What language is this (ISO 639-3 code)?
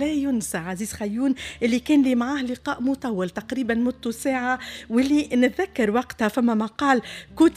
aeb